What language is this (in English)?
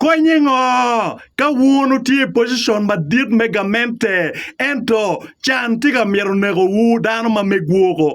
Acoli